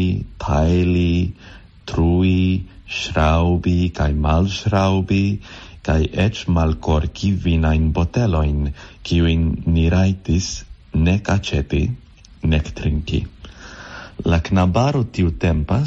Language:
Esperanto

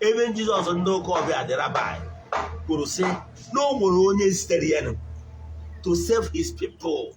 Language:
Igbo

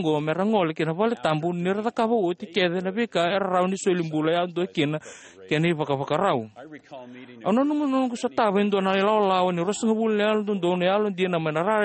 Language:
Fijian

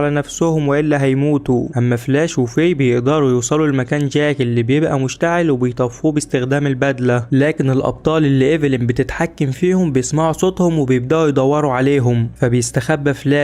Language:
Egyptian Arabic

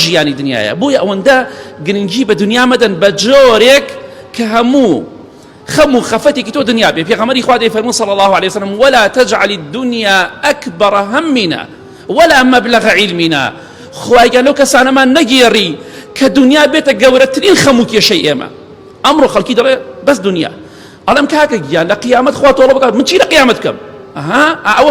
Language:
Central Kurdish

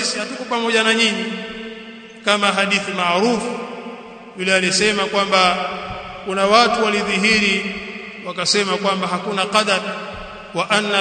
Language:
Swahili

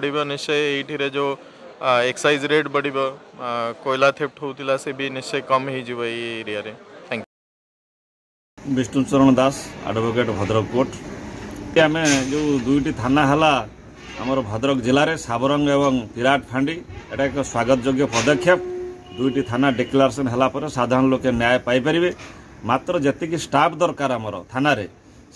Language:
Odia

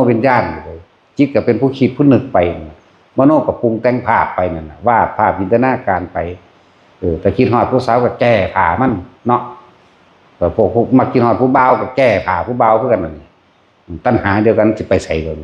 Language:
Northeastern Thai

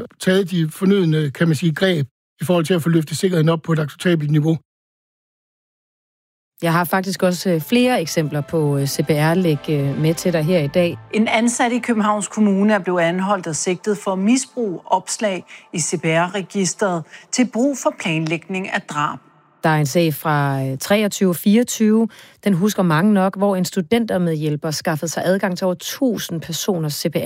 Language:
Danish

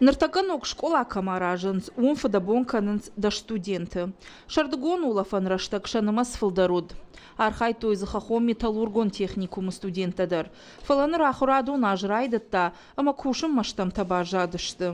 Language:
Ossetic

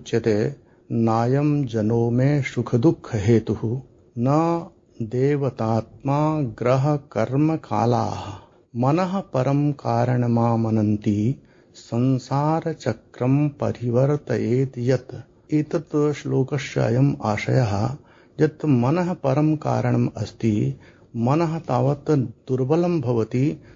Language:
Sanskrit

